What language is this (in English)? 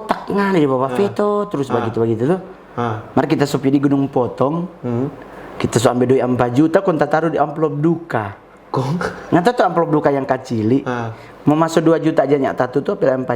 Manado Malay